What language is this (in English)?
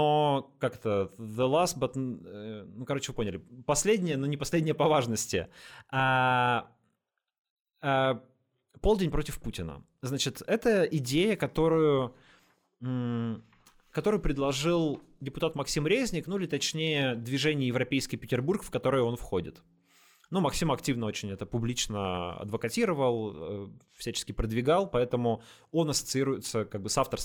Russian